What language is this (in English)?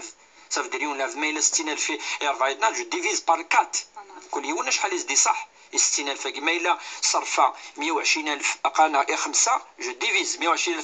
Kabyle